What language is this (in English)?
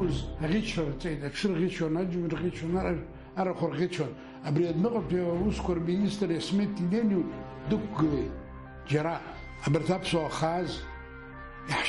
Abkhazian